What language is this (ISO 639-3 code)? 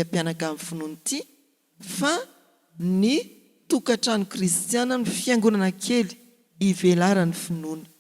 mlg